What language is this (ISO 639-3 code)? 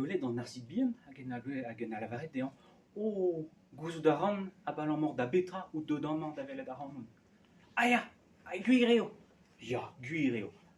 bre